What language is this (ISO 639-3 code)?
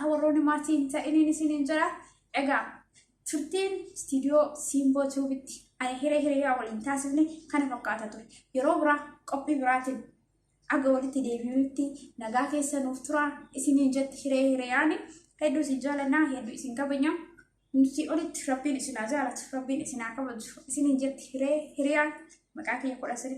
orm